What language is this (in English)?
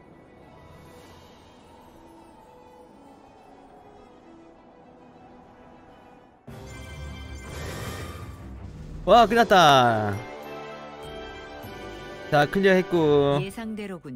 Korean